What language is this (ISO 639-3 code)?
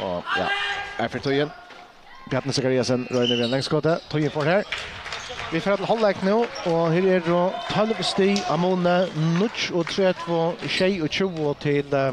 fao